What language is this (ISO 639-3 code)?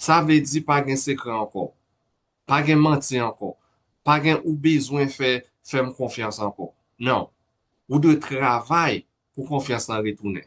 hat